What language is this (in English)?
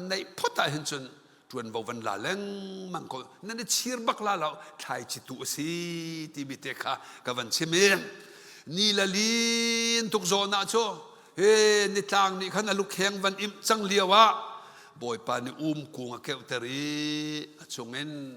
Hakha Chin